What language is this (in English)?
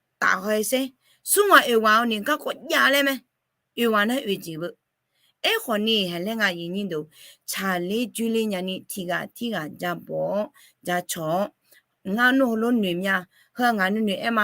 Akha